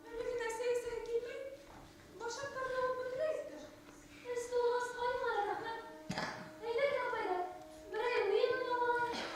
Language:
Bashkir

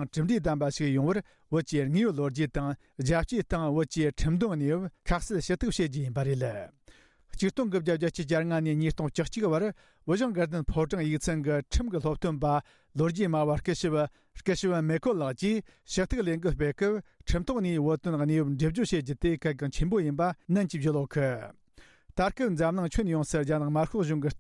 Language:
Tibetan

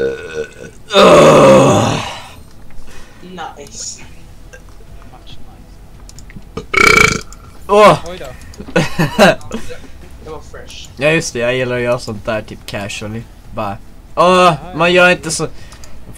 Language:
Swedish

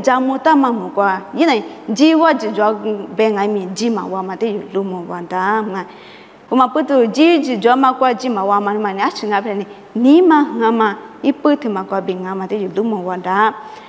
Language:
Lisu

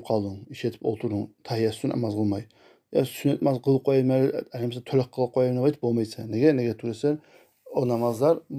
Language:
Kumyk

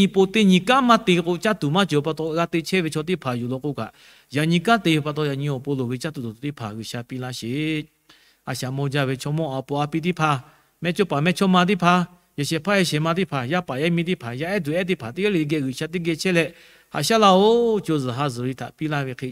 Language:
Lahu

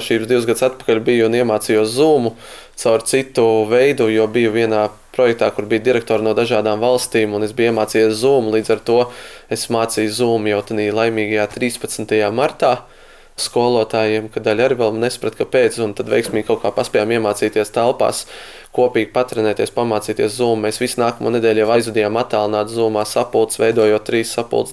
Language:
Latvian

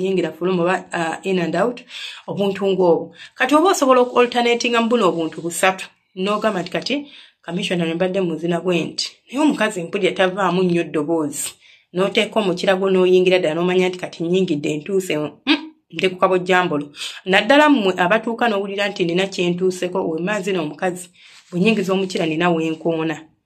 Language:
Ganda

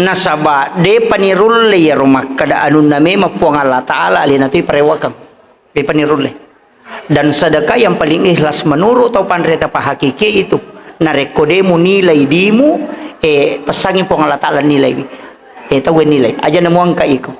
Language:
Buginese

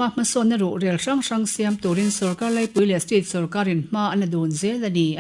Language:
Mizo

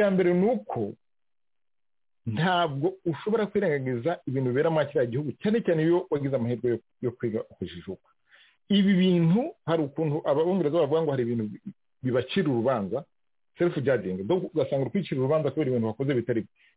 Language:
Kinyarwanda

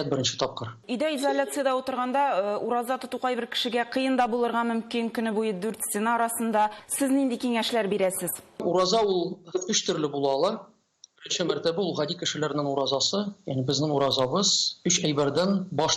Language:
Tatar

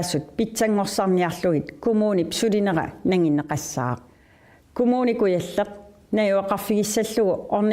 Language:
Kalaallisut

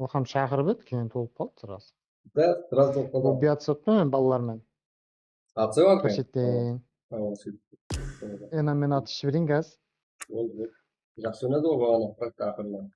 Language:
Kara-Kalpak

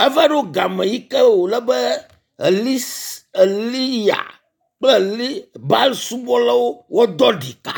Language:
Ewe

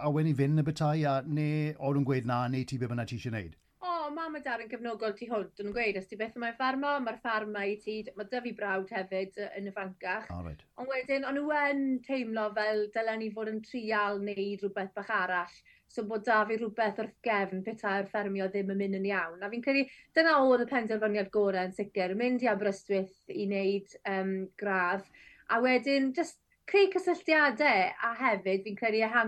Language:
Welsh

